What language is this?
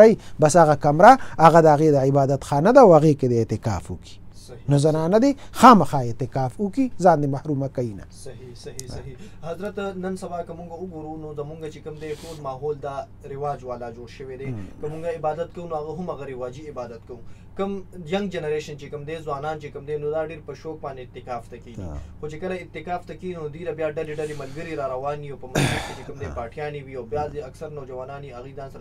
Pashto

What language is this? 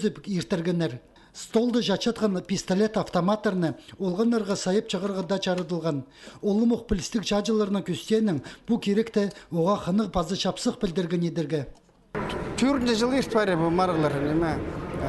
Khakas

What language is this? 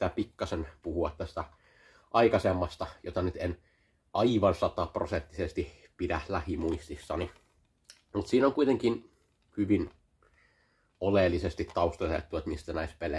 Finnish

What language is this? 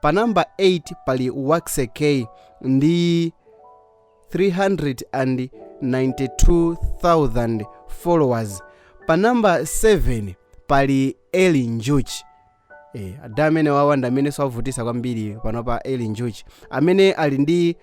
Nyanja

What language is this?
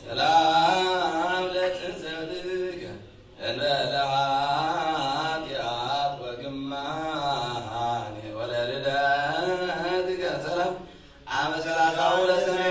Geez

